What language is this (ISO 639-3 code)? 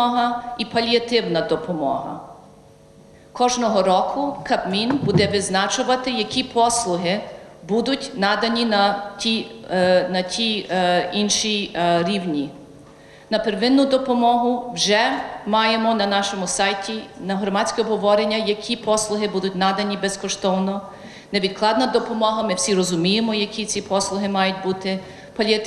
ukr